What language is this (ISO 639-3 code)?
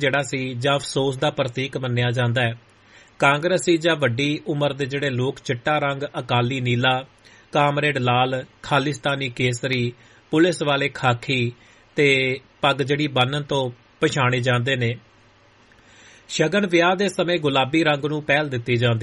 pan